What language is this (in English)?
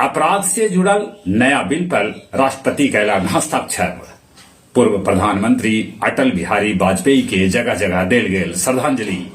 Magahi